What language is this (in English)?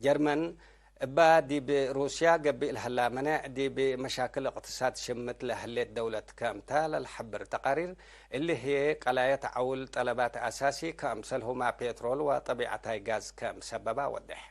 Tigre